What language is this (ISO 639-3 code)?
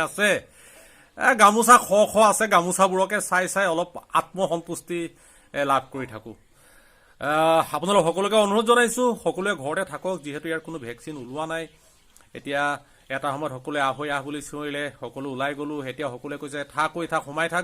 asm